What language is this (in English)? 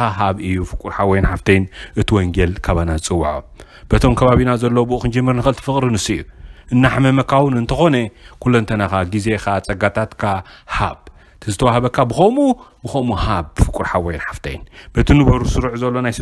Tigrinya